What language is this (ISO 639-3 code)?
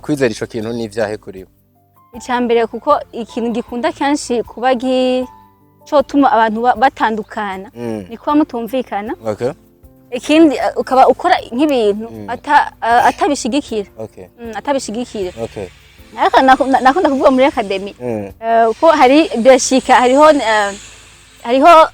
run